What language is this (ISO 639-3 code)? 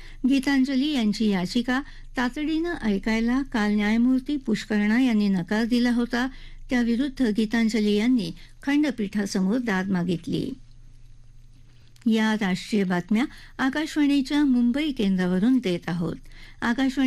mar